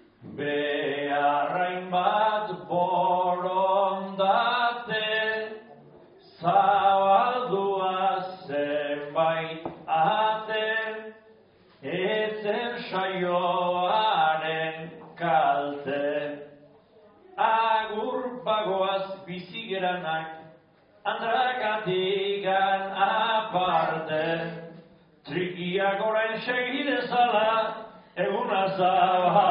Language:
Basque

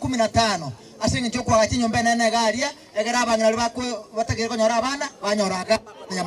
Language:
Gusii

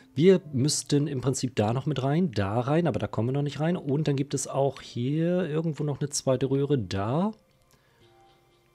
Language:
German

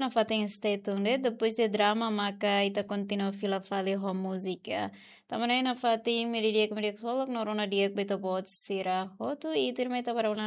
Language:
Tetum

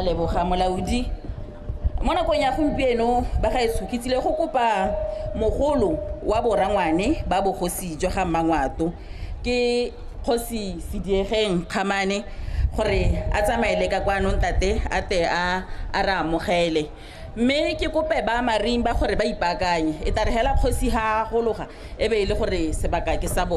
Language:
Tswana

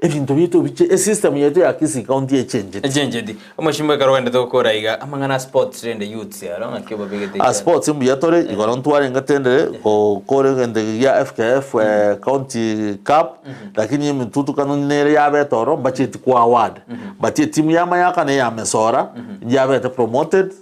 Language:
Gusii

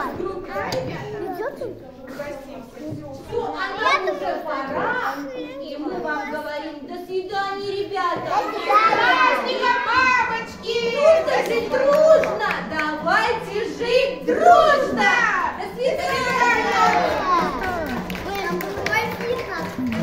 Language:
Russian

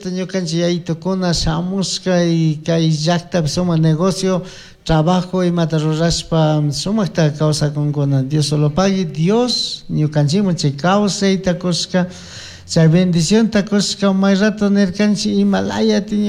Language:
Chimborazo Highland Quichua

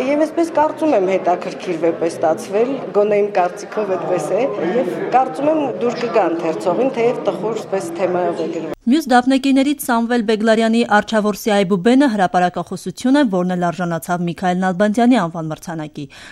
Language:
Armenian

